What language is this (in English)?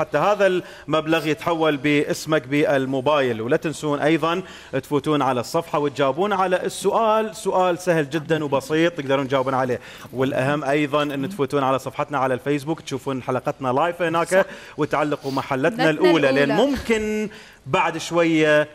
Mesopotamian Arabic